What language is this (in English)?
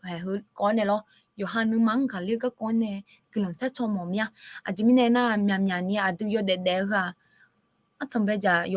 Akha